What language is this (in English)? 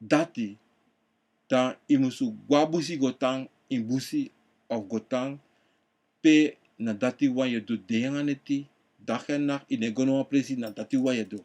Sranan Tongo